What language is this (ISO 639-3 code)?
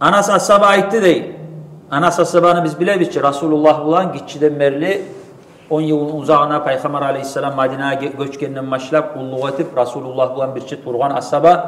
kum